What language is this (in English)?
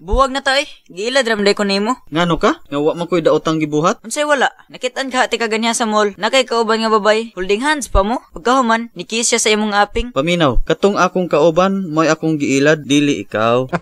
Cebuano